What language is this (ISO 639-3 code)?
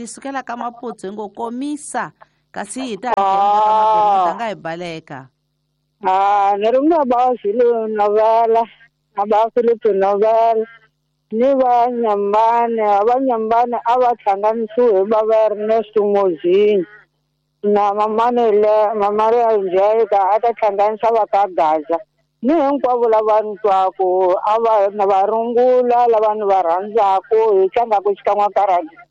tso